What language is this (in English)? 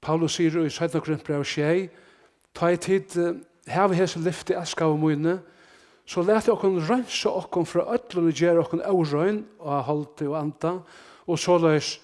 Faroese